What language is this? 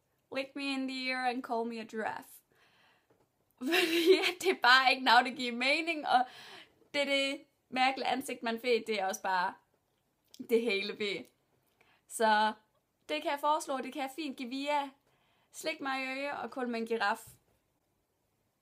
Danish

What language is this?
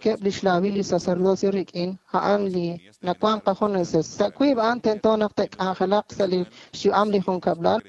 Kekchí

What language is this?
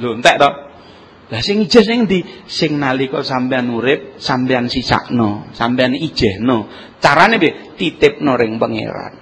Javanese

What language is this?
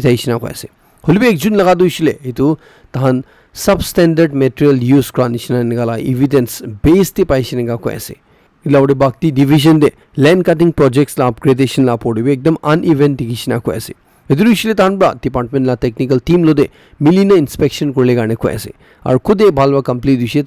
Naga Pidgin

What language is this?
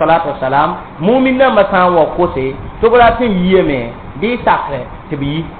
Mossi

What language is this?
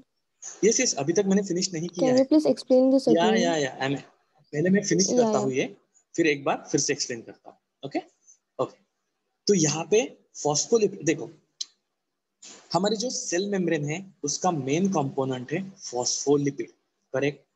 Hindi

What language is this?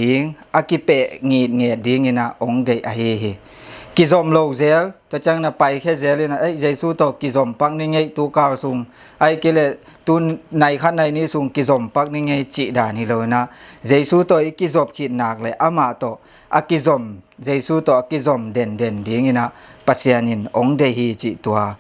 Tedim Chin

